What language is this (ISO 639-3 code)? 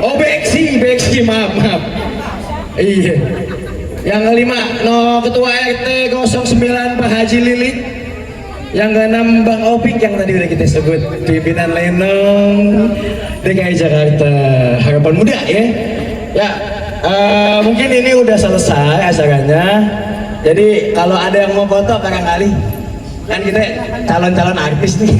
bew